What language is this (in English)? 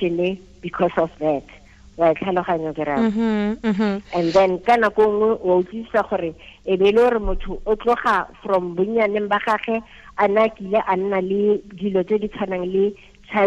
Tswana